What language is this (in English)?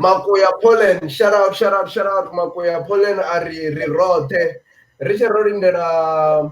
Venda